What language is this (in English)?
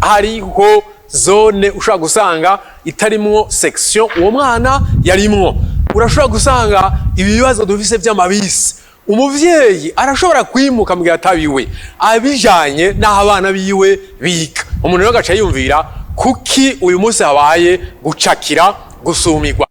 Rundi